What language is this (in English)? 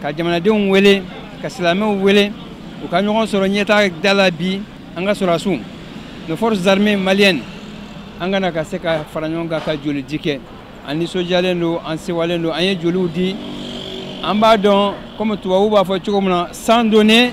Bambara